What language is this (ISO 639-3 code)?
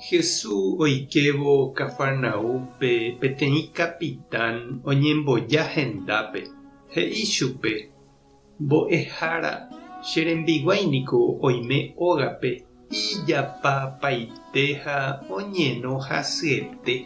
grn